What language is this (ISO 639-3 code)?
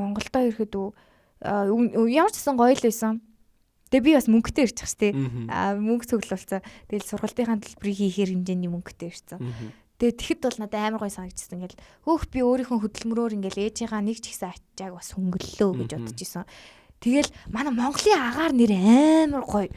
mon